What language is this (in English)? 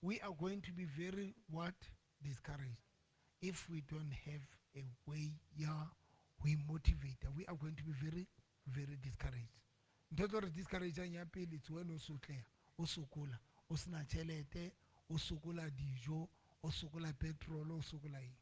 Southern Sotho